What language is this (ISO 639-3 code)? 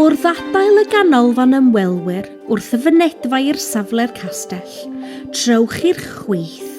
cym